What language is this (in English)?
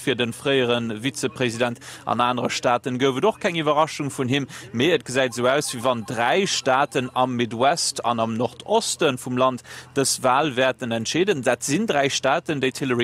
Luxembourgish